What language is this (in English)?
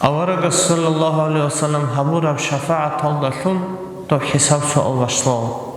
Avaric